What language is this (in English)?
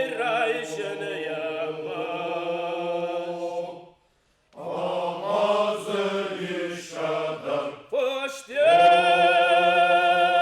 Ossetic